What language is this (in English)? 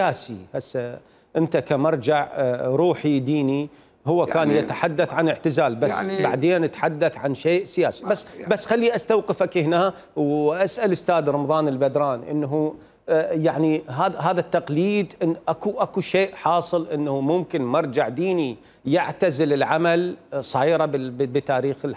Mesopotamian Arabic